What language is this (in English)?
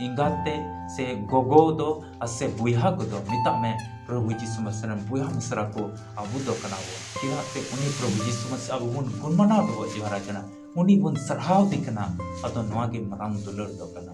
Santali